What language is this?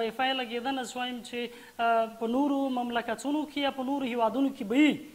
Pashto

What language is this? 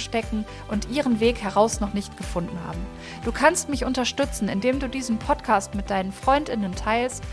German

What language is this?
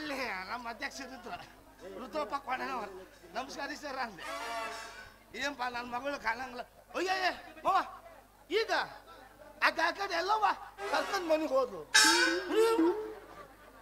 Kannada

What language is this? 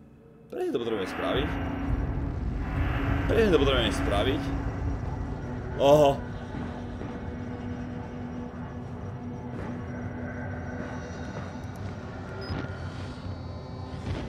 Slovak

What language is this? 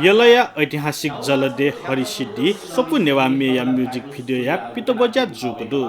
Newari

